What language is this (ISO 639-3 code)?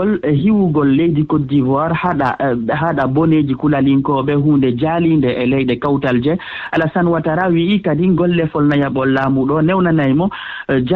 ful